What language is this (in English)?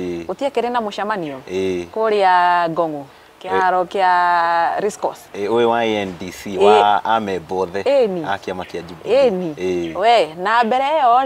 Kikuyu